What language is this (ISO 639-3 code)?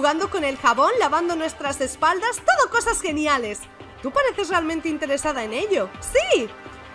spa